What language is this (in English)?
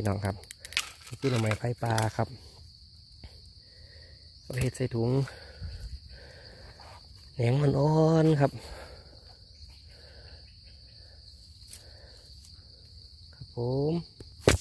Thai